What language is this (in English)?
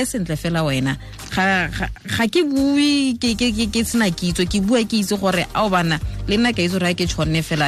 Tswana